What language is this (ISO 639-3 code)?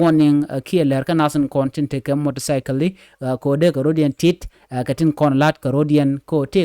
nus